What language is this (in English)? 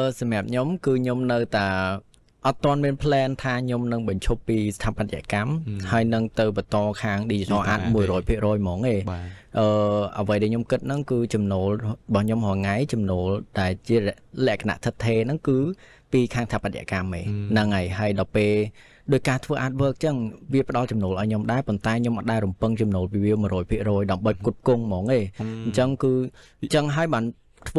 Khmer